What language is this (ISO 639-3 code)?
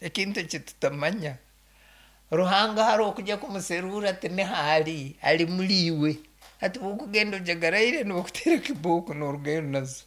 nyn